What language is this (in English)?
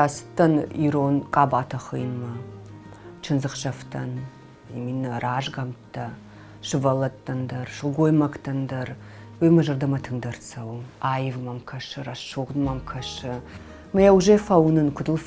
Ossetic